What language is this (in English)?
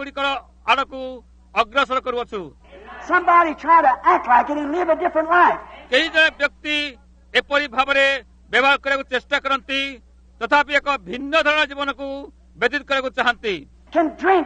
Odia